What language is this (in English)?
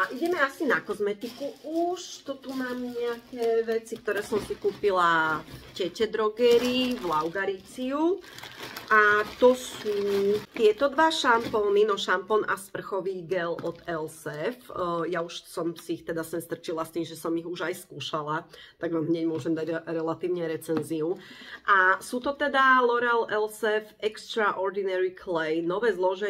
Slovak